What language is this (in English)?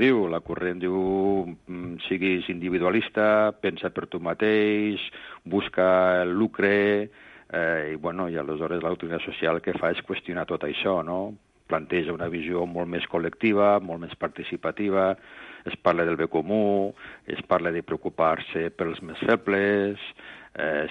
Catalan